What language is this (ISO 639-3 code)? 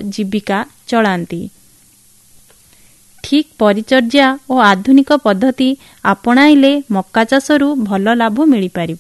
ori